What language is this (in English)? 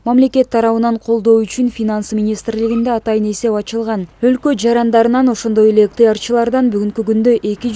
Kyrgyz